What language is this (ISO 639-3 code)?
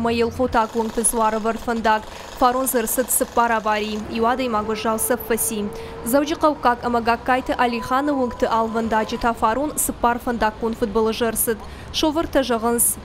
oss